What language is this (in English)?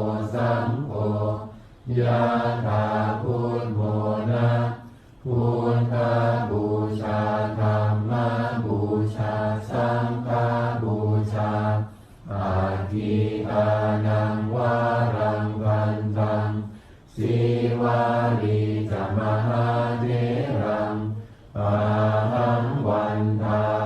Pali